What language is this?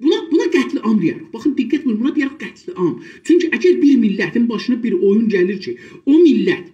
South Azerbaijani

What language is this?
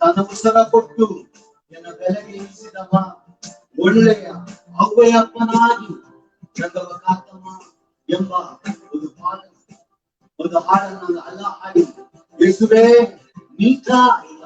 Badaga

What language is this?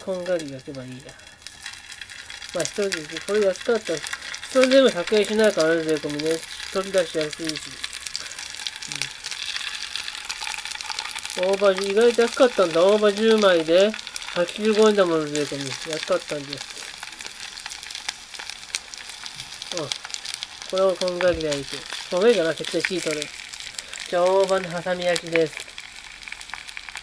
Japanese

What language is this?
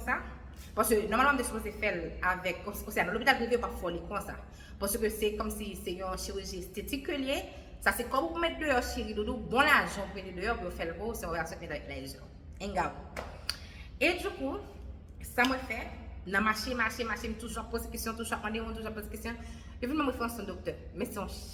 Haitian Creole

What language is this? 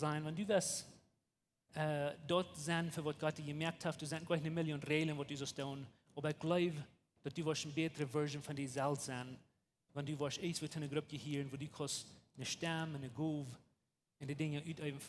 Plautdietsch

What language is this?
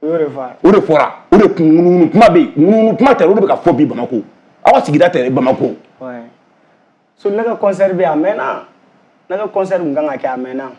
Bambara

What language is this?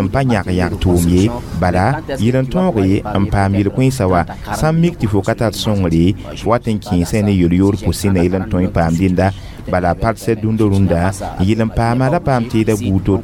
Mossi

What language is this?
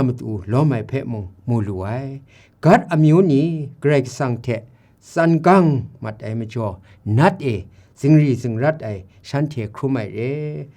Kachin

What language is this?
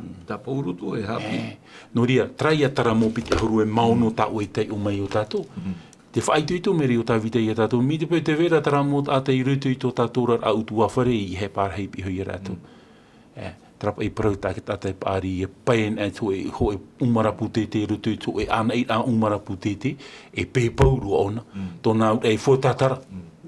Tahitian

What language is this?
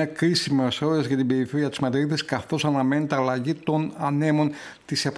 Greek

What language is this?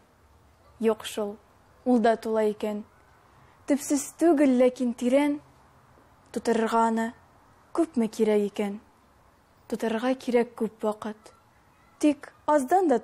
Tatar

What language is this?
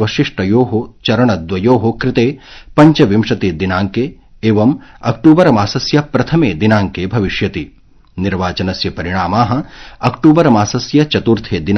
Sanskrit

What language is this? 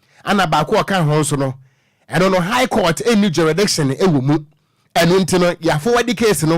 Akan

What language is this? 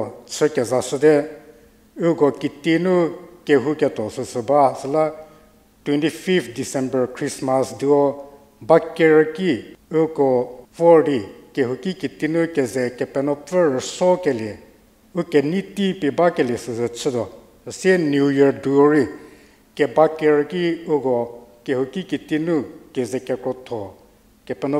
Angami Naga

